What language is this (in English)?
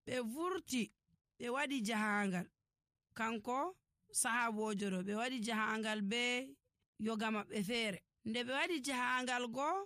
Nigerian Fulfulde